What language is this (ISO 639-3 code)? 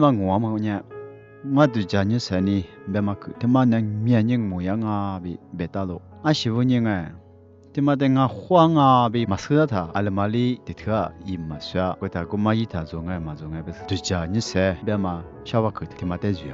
lis